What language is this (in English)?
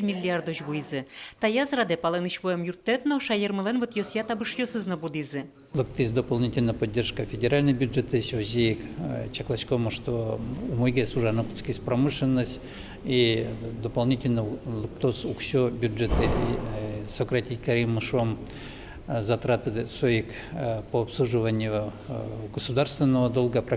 Udmurt